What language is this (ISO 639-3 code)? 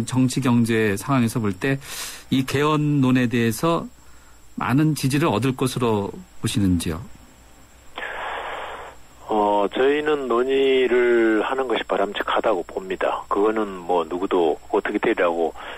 kor